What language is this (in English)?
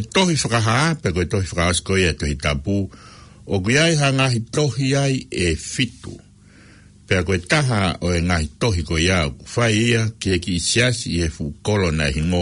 Tongan